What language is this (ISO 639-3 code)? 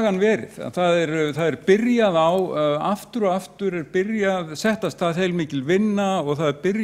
isl